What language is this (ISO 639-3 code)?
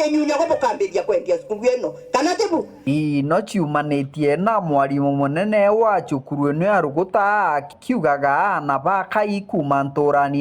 mer